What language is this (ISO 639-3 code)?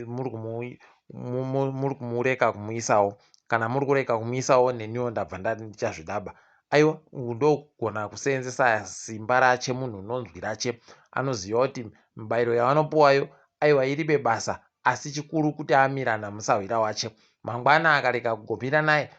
ndc